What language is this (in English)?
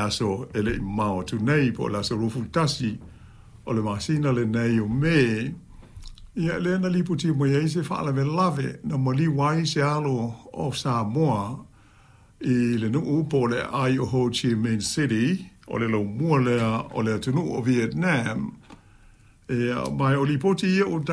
Samoan